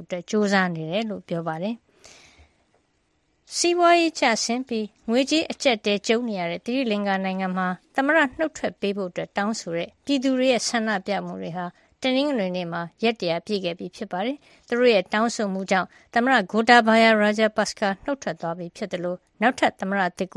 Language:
Burmese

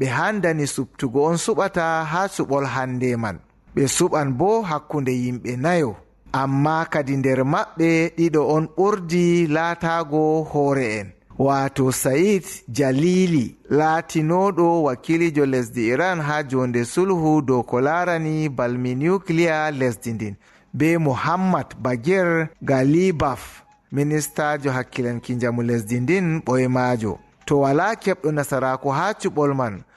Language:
Fula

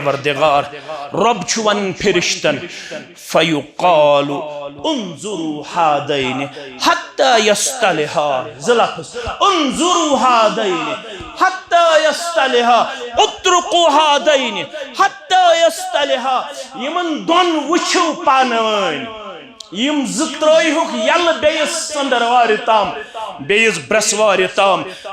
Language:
Kashmiri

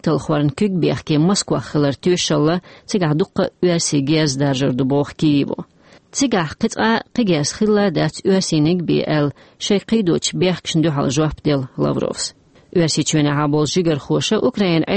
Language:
Chechen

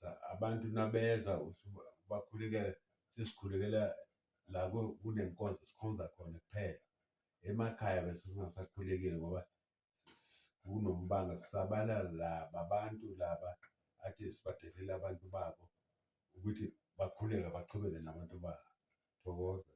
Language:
Zulu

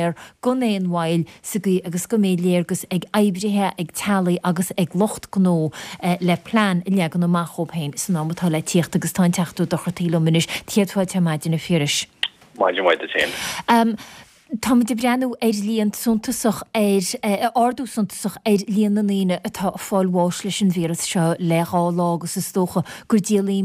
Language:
Irish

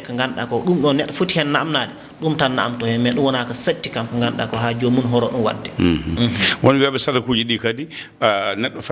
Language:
Fula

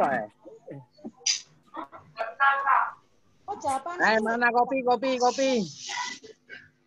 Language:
Indonesian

